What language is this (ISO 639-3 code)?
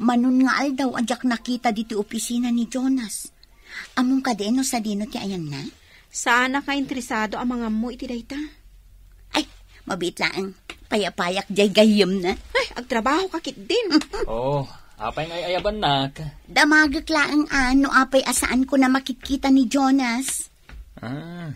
ilo